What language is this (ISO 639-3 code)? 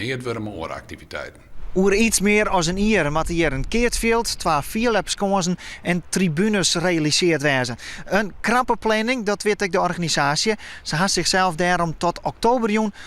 fry